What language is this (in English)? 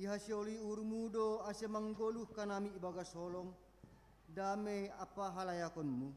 Batak Simalungun